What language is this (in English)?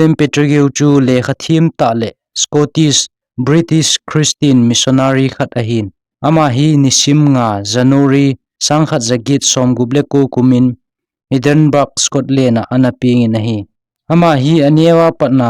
Thado Chin